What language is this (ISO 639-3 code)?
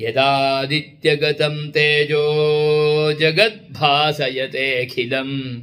san